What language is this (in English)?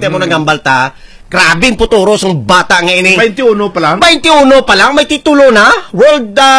Hiligaynon